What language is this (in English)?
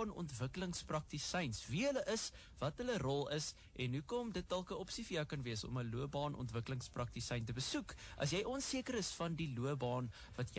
Afrikaans